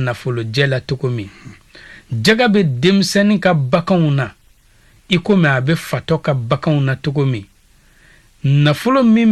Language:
Bambara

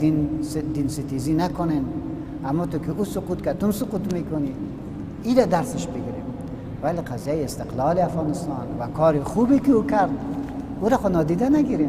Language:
Persian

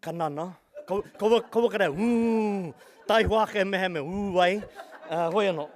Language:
Māori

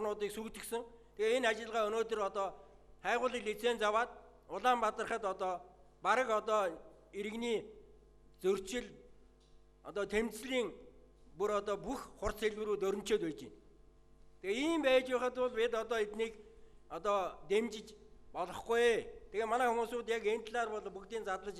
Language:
Mongolian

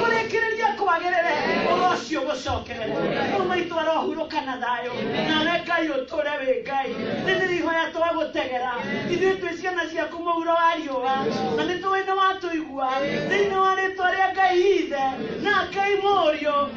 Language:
Kikuyu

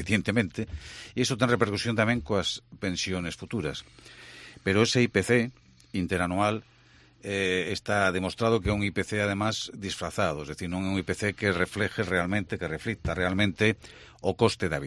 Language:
Galician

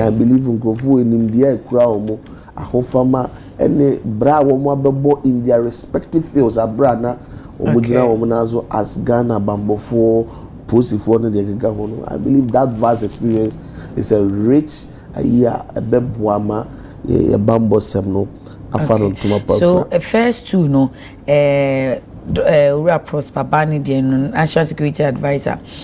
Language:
Akan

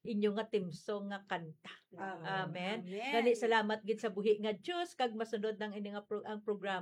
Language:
Hiligaynon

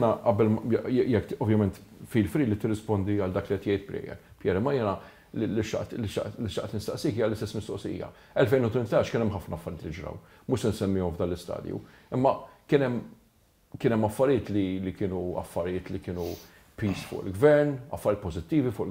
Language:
Maltese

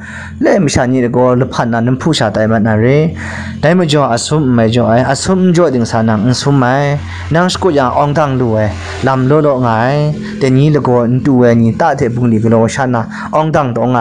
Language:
Kachin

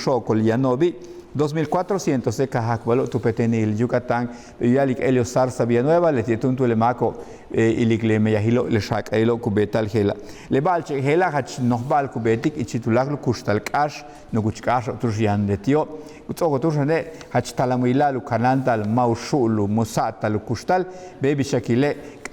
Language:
Yucateco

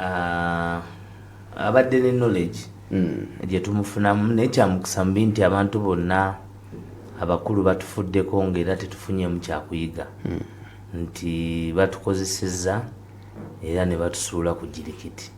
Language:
Ganda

